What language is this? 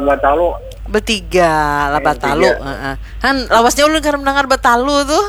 Banjar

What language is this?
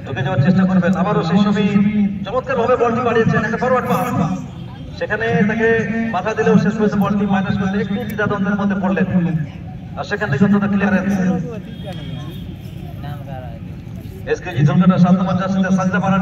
Bangla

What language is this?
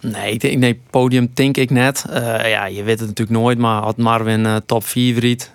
Western Frisian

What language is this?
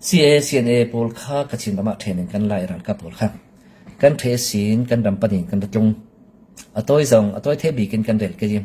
Falam Chin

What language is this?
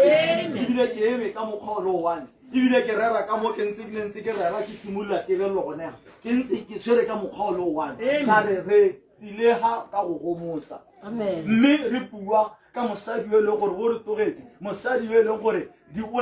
Tswana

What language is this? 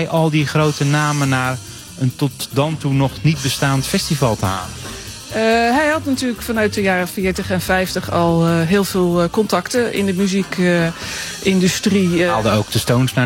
Dutch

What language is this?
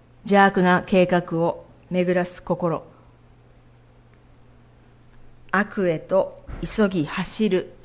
Japanese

